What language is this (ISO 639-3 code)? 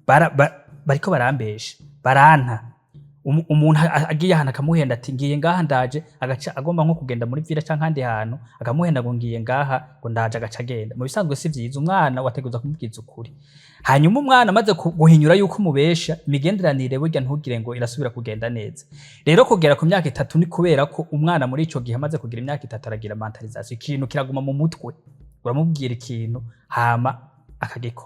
run